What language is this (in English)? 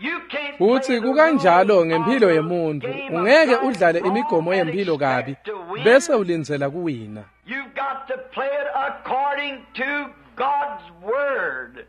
Swati